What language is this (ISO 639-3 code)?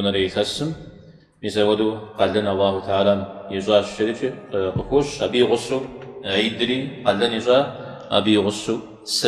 kbd